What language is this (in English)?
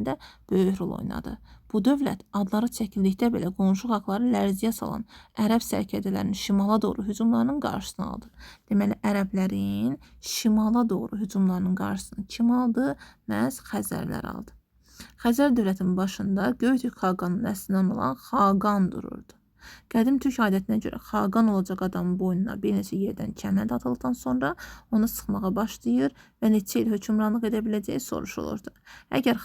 Azerbaijani